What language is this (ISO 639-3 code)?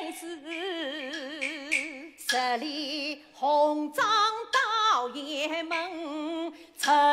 zho